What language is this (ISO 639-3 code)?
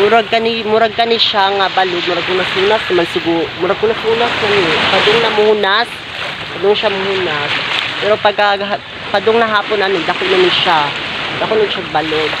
ceb